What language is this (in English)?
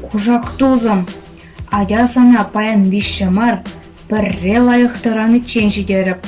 Chuvash